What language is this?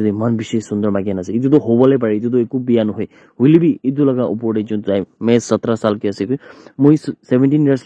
Naga Pidgin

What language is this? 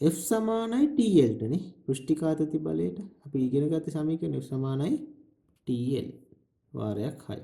Sinhala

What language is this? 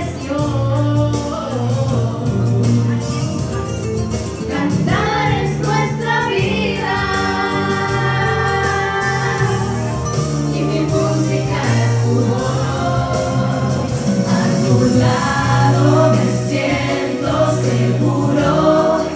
Spanish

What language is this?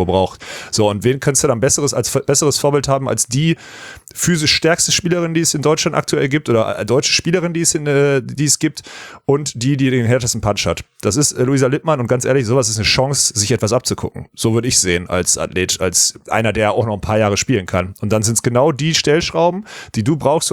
German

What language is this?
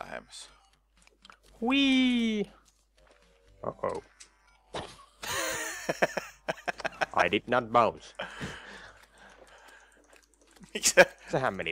Finnish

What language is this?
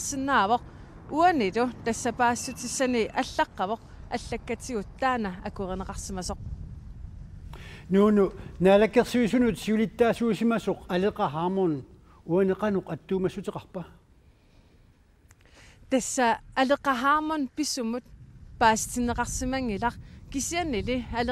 Kalaallisut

